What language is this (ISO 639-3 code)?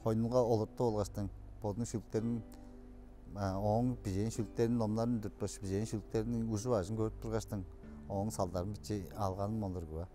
tyv